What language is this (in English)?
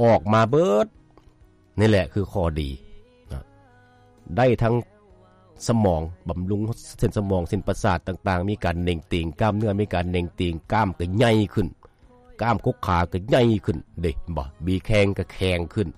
Lao